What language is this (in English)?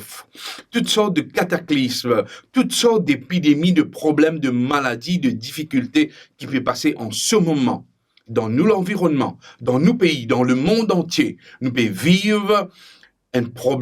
Morisyen